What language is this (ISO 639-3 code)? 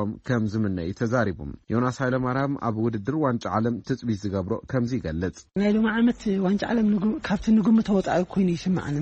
tir